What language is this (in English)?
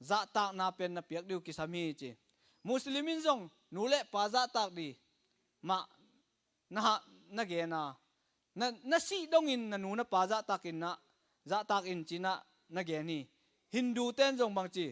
Tedim Chin